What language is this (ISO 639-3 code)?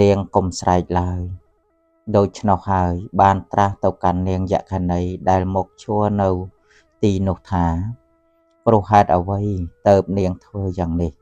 khm